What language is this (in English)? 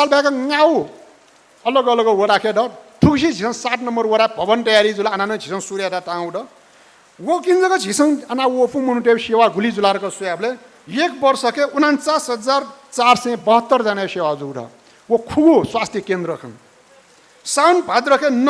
Newari